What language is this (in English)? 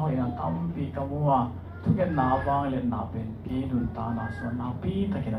Tedim Chin